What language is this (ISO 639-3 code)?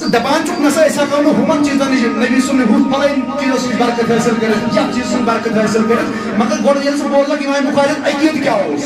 kas